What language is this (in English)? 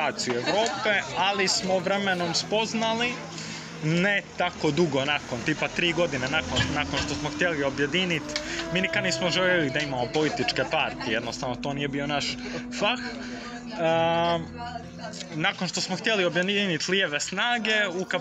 Croatian